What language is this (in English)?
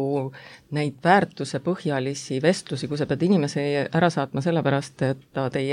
Estonian